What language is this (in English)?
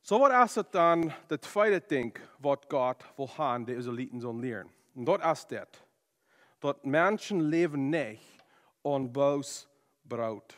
Plautdietsch